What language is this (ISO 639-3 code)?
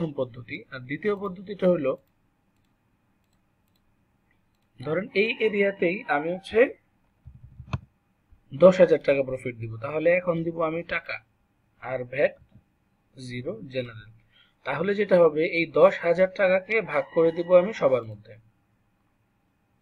ben